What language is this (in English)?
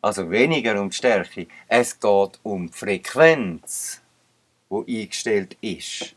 Swiss German